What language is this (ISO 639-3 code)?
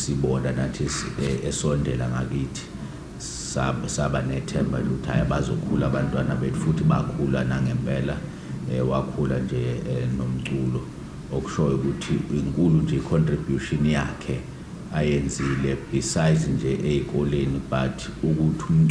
zul